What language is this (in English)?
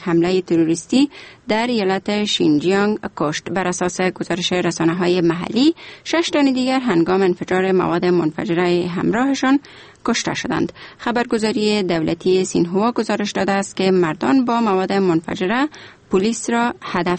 Persian